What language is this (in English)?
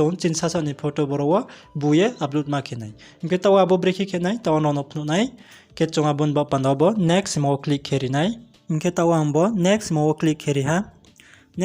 Riang (India)